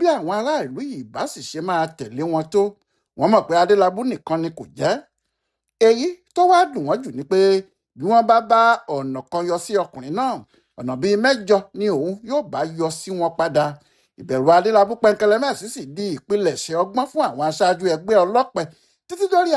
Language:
Yoruba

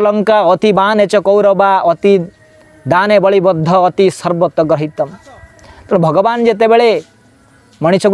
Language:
Odia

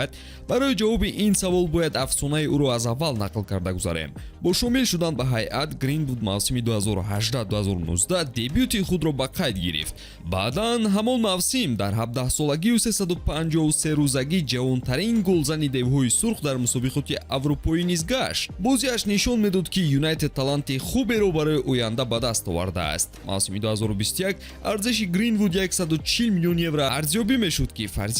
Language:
Tajik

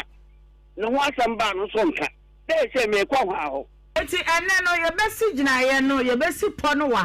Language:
Akan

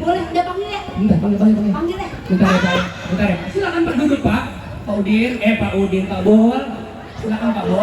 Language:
Betawi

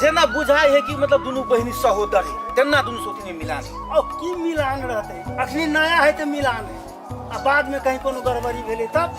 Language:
Maithili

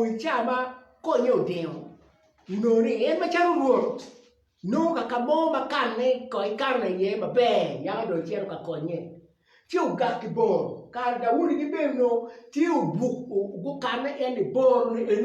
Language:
Acoli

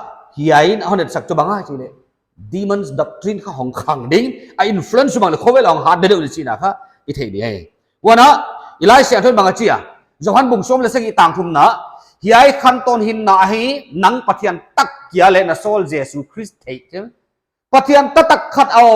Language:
Paite Chin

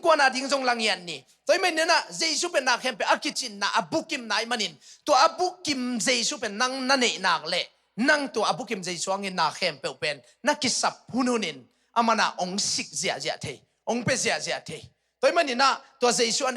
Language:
Tedim Chin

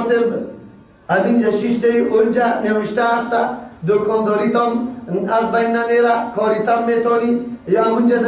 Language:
Persian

